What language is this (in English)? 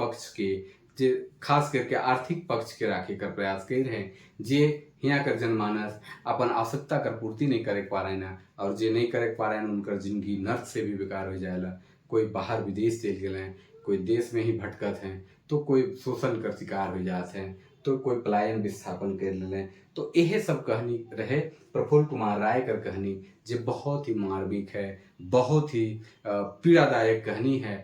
Sadri